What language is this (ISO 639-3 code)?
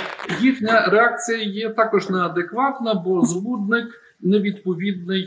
ukr